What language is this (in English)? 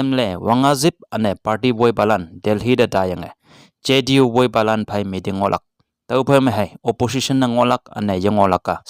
Konyak Naga